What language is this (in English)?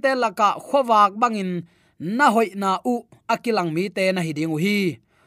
Tedim Chin